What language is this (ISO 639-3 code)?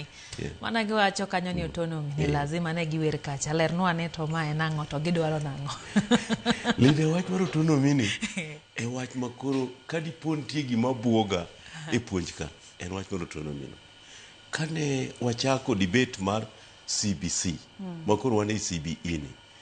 luo